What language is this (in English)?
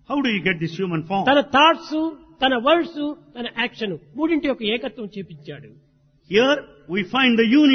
Telugu